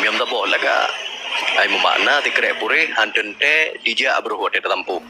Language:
Achinese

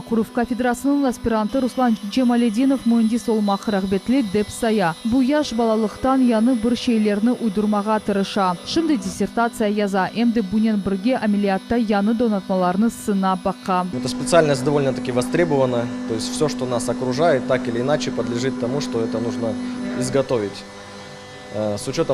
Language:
Crimean Tatar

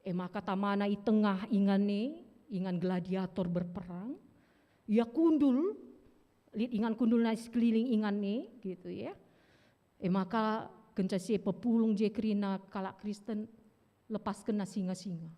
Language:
Batak Karo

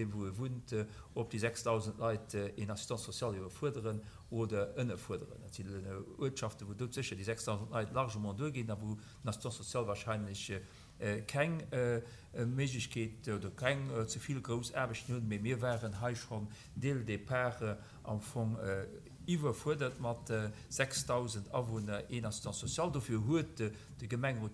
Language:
Luxembourgish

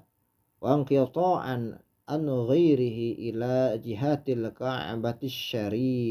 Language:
Sundanese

